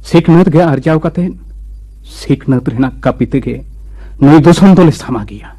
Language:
Santali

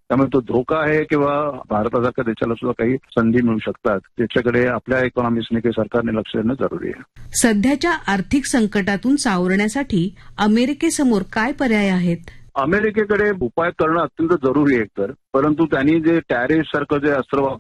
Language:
Marathi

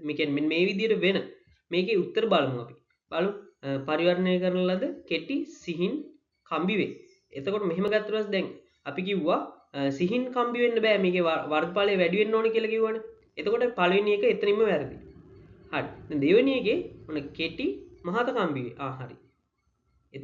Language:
Sinhala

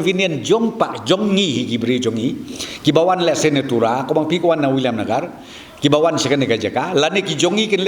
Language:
Khasi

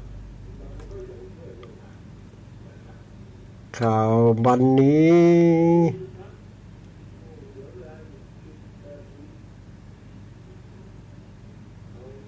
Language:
Thai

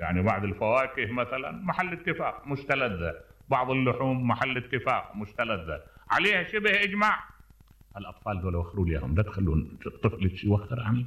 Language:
Mesopotamian Arabic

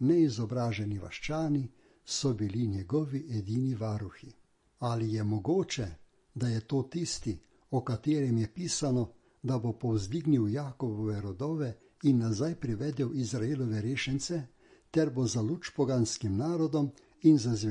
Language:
Slovenian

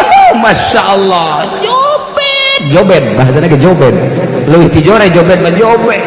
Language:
Sundanese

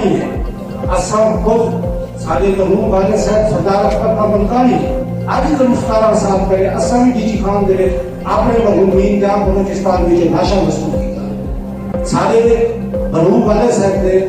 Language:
Saraiki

